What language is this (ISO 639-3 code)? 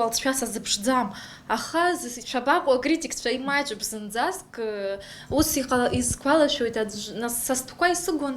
abk